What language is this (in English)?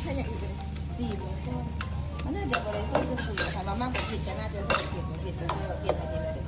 Lao